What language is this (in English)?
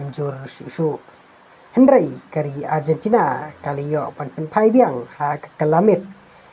Khasi